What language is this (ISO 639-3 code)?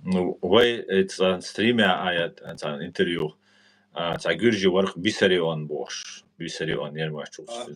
che